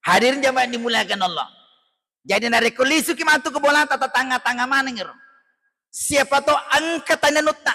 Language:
Buginese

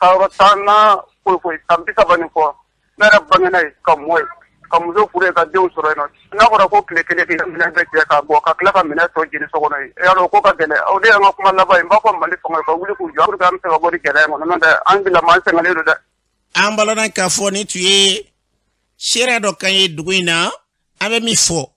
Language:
Bambara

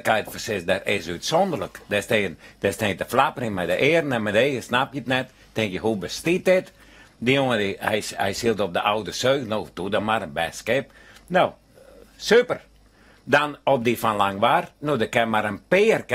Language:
Western Frisian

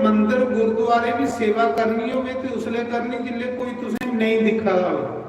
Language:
Dogri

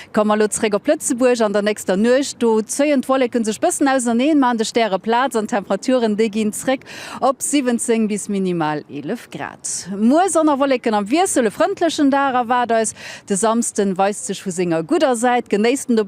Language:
Luxembourgish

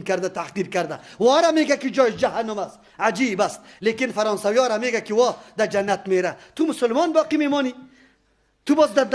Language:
Persian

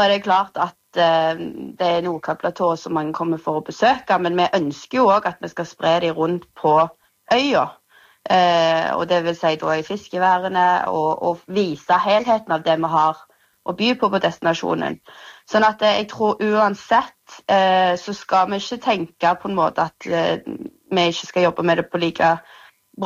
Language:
Norwegian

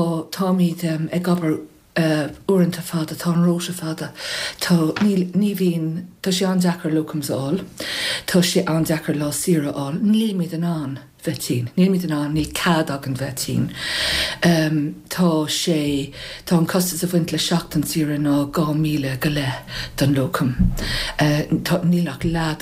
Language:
Irish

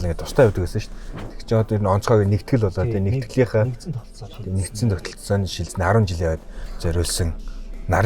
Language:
Mongolian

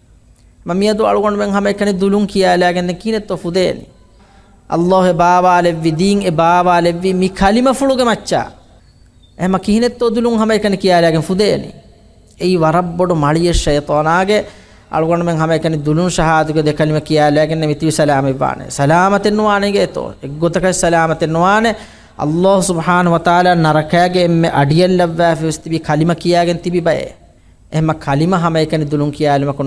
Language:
Divehi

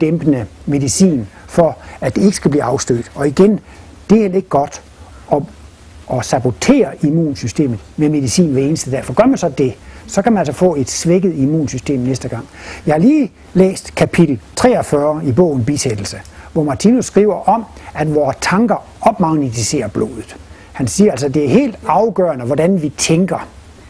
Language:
Danish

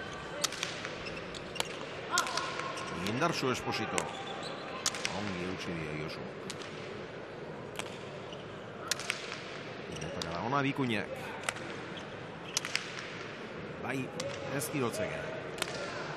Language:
Basque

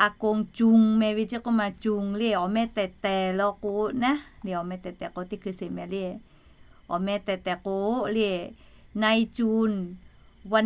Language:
Lahu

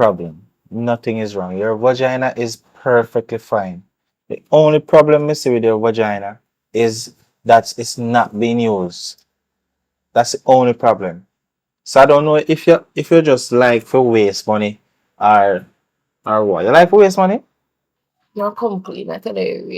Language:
Jamaican Creole English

